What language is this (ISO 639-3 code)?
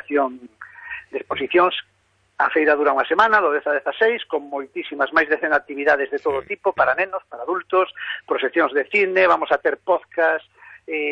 glg